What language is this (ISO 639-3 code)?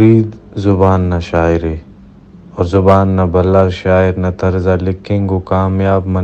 brh